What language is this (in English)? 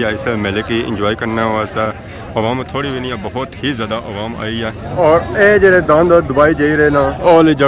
Pahari-Potwari